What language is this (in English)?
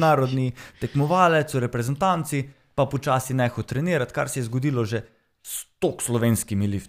Slovenian